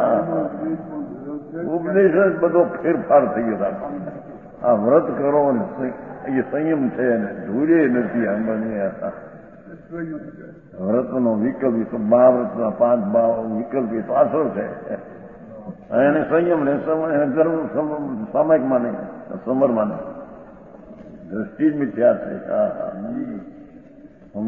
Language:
Gujarati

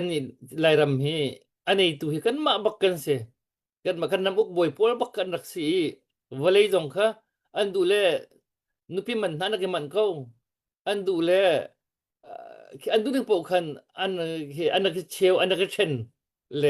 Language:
Hakha Chin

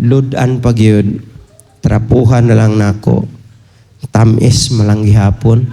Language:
Cebuano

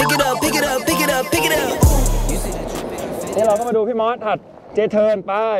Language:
Thai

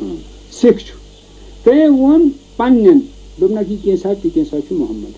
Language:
Kashmiri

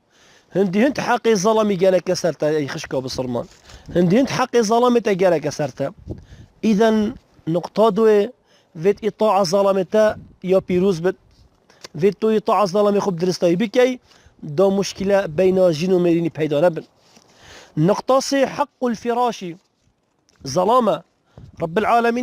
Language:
Kurdish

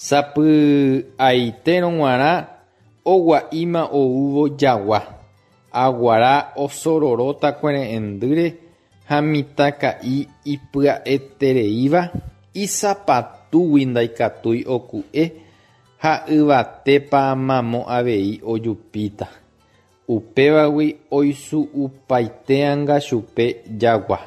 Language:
Guarani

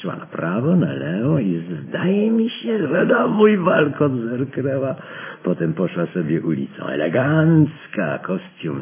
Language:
Polish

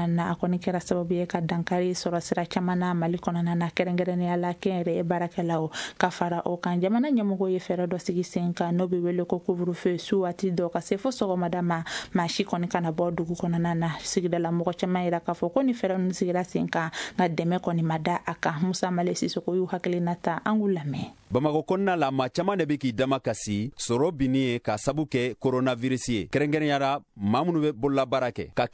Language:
Bambara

